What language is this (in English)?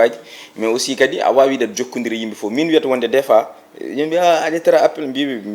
Fula